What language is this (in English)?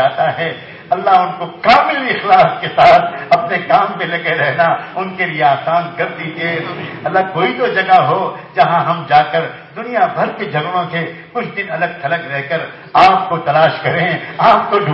Urdu